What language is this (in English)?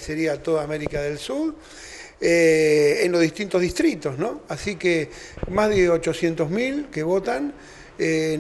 Spanish